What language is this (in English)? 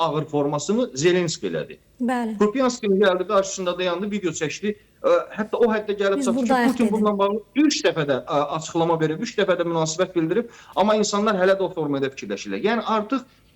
Azerbaijani